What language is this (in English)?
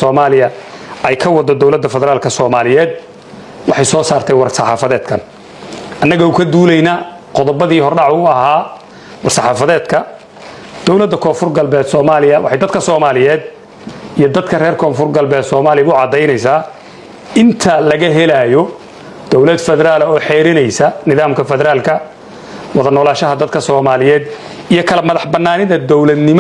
Somali